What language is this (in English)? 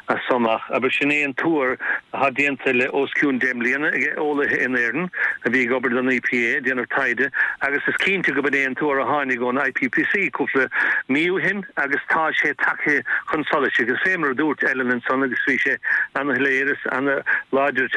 Irish